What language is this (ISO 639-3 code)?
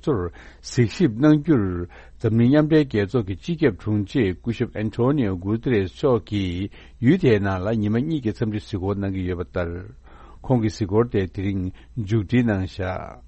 bod